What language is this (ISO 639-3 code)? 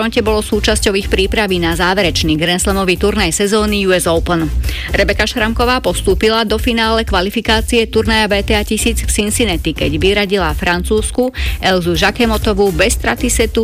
slk